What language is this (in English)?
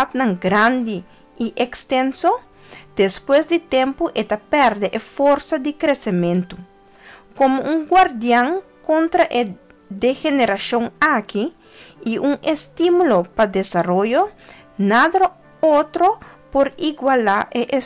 Papiamento